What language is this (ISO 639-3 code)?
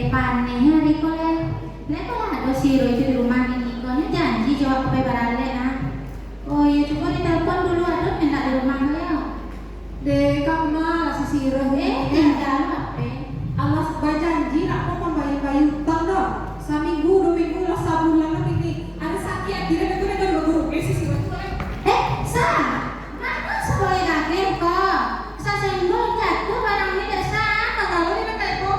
min